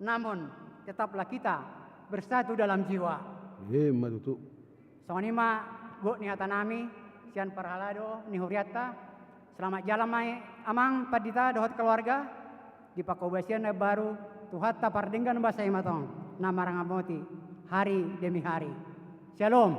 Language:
Batak Toba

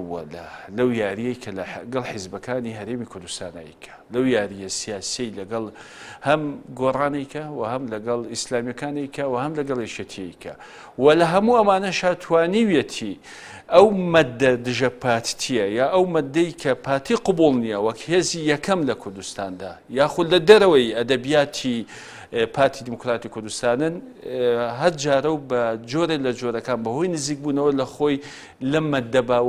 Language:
Central Kurdish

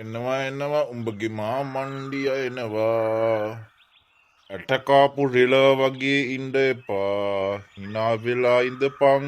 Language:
Sinhala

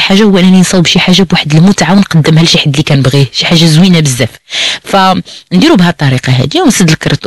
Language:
Moroccan Arabic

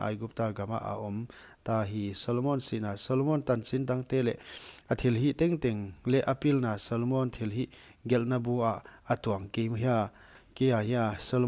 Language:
Paite Chin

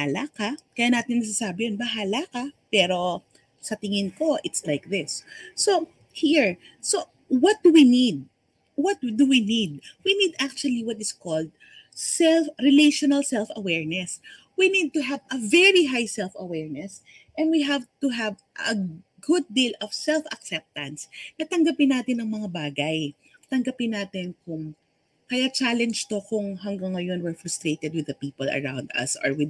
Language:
Filipino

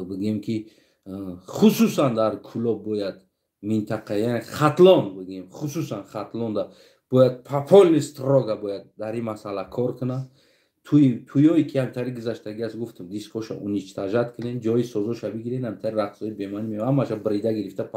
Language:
Tajik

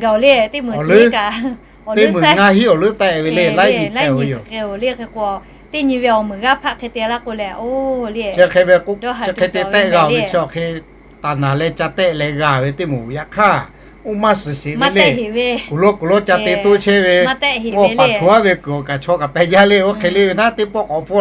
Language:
Lahu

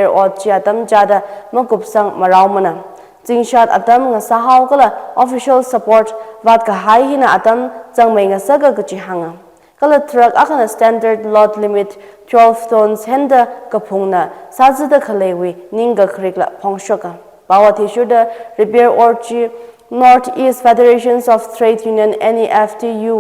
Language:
Tangkhul Naga (India)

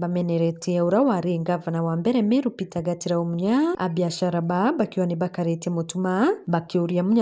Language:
Meru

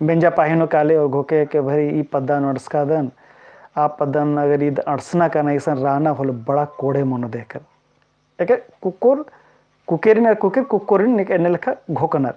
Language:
Kurukh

